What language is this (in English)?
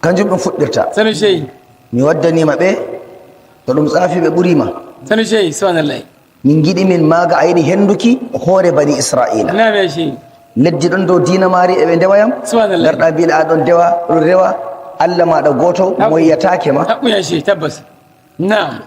Nigerian Fulfulde